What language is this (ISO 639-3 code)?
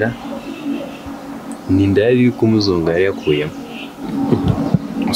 kin